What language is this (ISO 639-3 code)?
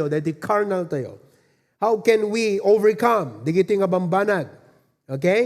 ilo